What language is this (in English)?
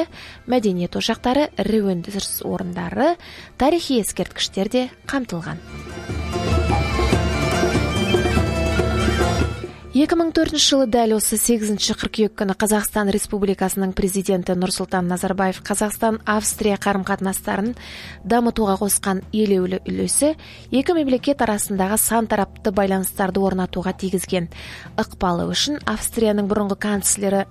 Kazakh